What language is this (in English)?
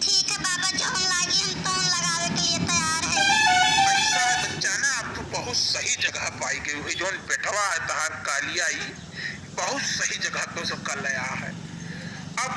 Awadhi